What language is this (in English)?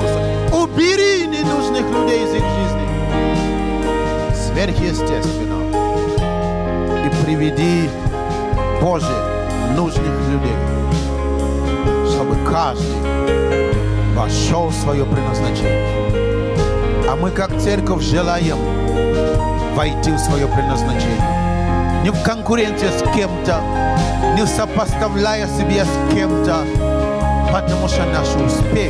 Russian